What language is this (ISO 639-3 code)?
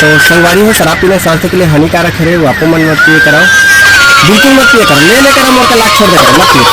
hne